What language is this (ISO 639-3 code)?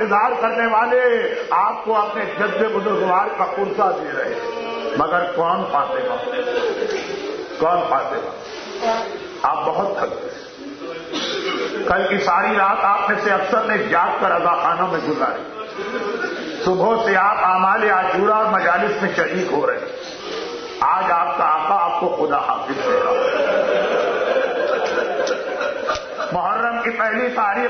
urd